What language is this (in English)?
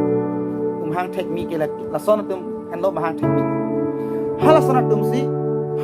Karbi